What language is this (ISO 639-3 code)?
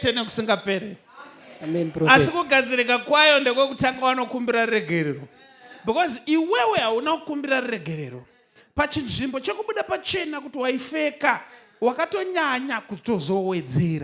sna